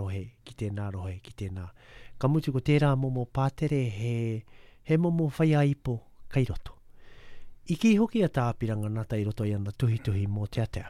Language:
Māori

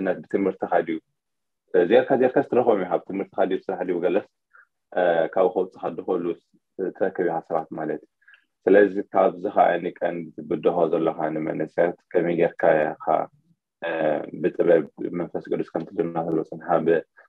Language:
Tigrinya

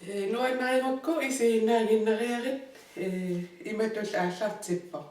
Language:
Kalaallisut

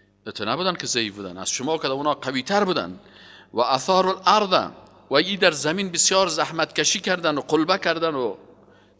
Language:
Persian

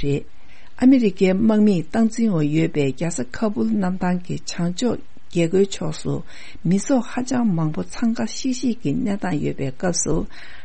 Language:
Tibetan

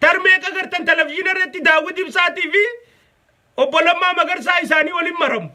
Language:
Oromo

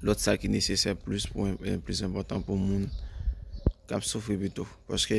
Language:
Haitian Creole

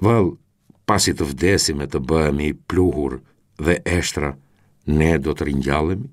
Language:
Albanian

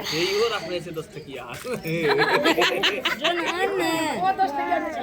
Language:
Maithili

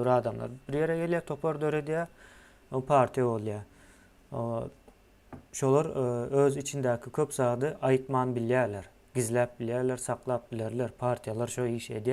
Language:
Turkmen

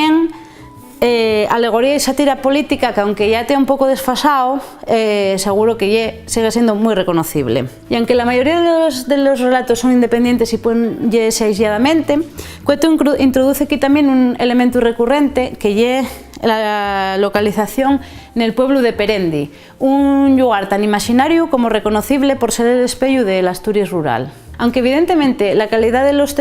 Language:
Asturian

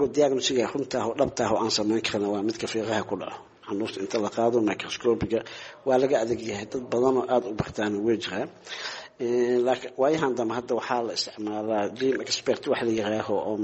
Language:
Somali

